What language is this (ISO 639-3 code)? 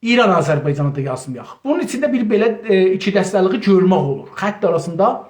azb